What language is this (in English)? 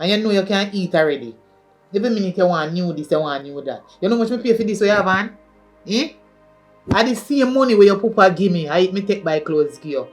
Jamaican Creole English